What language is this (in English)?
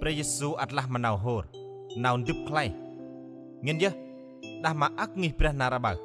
Central Mnong